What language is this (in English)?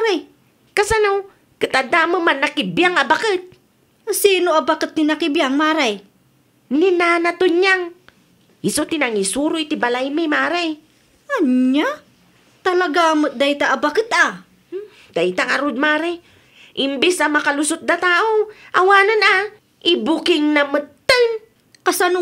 Iloko